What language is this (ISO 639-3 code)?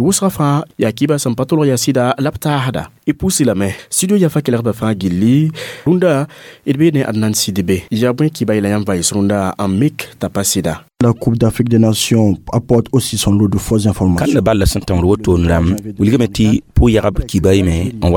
mos